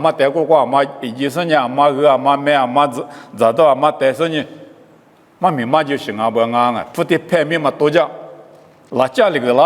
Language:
Lisu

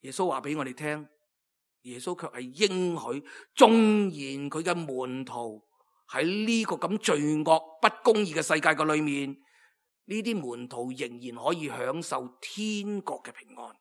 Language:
Cantonese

